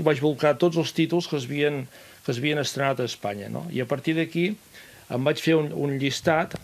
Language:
Catalan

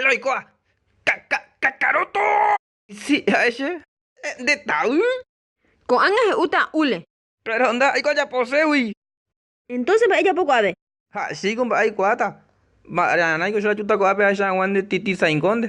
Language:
Guarani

